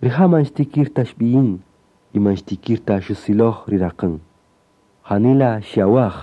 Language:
Kaqchikel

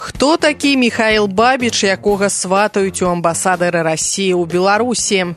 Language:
Belarusian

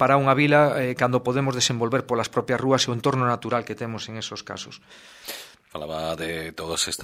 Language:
Galician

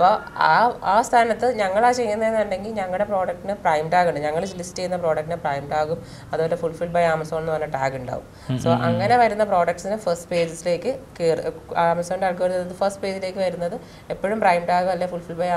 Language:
Malayalam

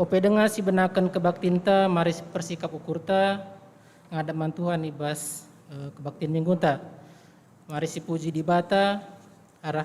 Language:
Batak Karo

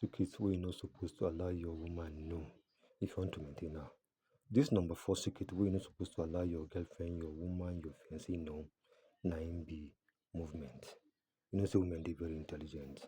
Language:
Nigerian Pidgin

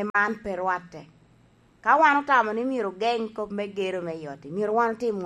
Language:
Lango (Uganda)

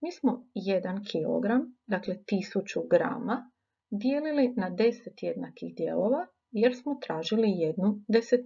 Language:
Croatian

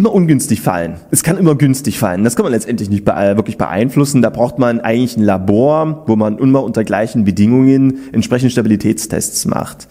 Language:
German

